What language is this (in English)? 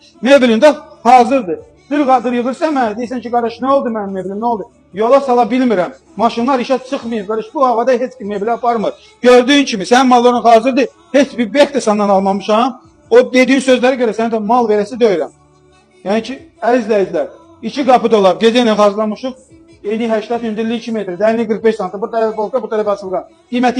Azerbaijani